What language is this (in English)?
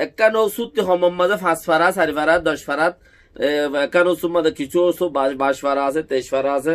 Rohingya